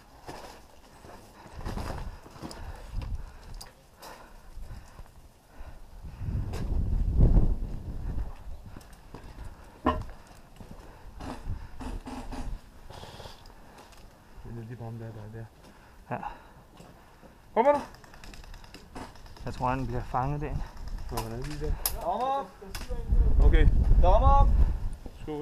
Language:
Danish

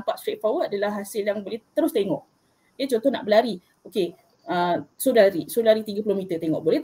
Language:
Malay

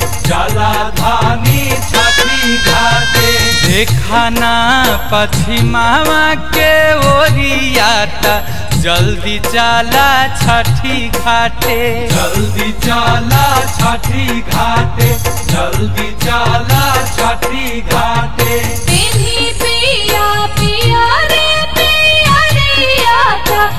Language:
Bhojpuri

